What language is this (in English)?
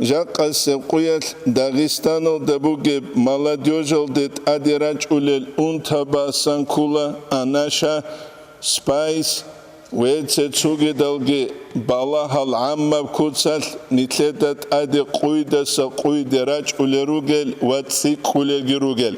Avaric